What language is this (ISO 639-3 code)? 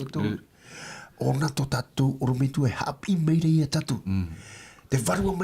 tah